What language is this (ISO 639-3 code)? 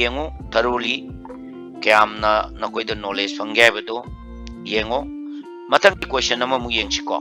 mni